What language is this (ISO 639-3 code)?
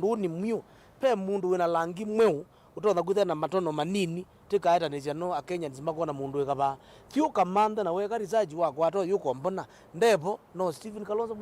kam